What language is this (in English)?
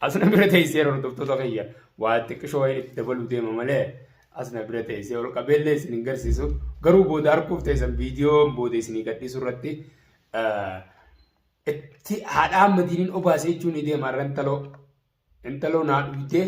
Oromo